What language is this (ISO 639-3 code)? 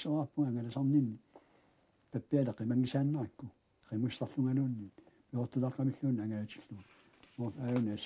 kal